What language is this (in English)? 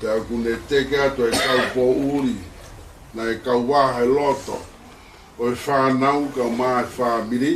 Tongan